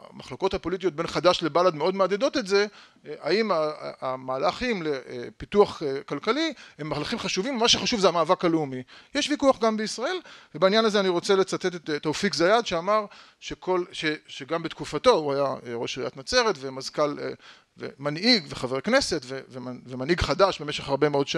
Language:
Hebrew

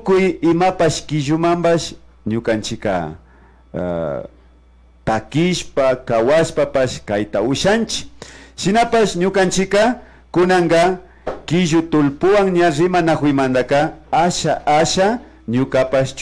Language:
Imbabura Highland Quichua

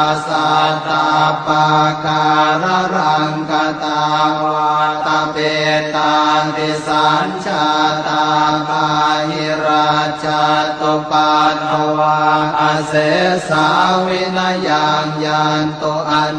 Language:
Pali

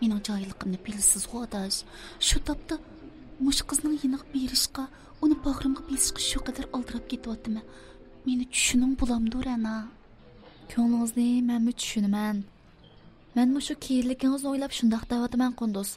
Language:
Uyghur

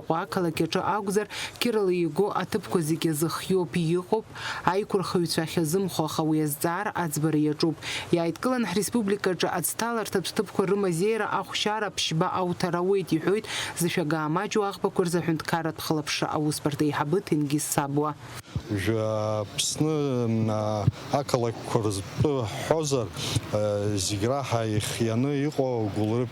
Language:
Abkhazian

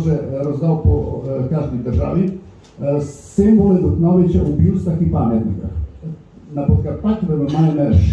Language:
Rusyn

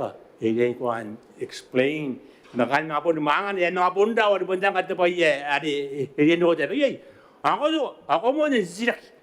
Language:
Gilbertese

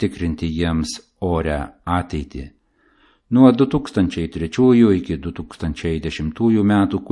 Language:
Lithuanian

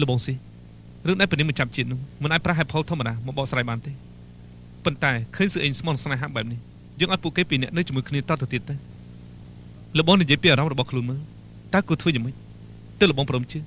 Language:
Khmer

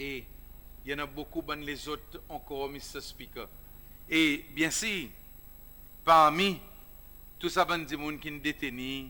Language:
Seselwa Creole French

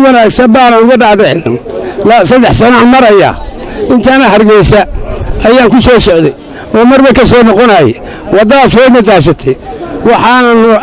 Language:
Somali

